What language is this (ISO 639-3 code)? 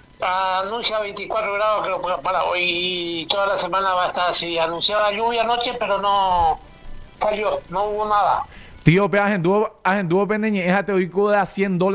grn